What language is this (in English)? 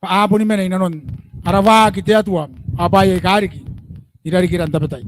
Gilbertese